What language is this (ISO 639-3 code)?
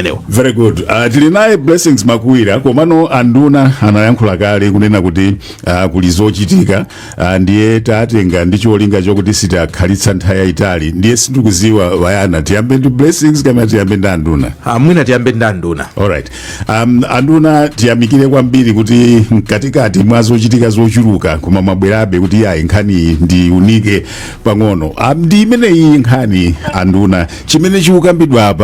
nya